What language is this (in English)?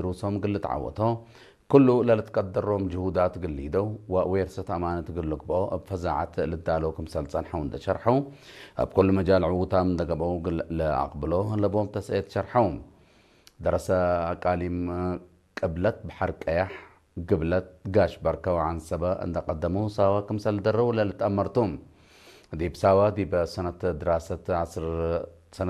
Tigre